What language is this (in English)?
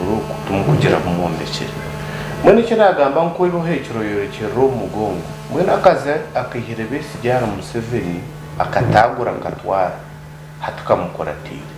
Nyankole